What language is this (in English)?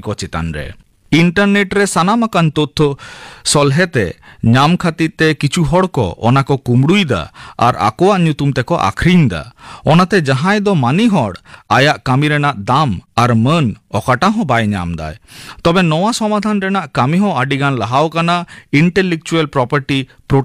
Santali